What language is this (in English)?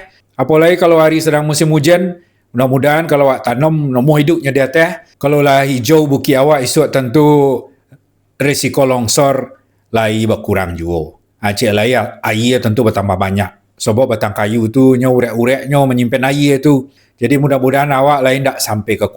Minangkabau